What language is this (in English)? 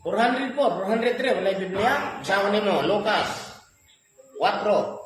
Cebuano